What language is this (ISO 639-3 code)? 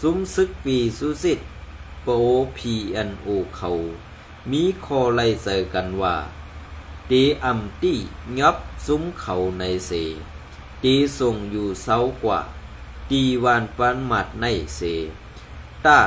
shn